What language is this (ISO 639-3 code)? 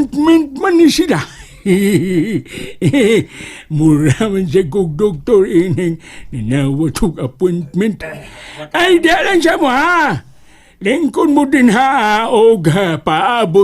ceb